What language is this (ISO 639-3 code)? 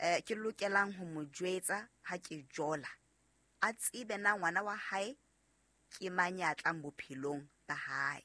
sot